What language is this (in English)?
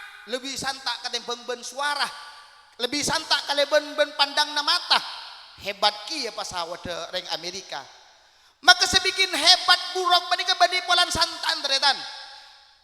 Madurese